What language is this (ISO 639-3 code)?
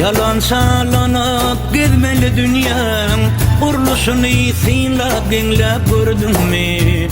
tuk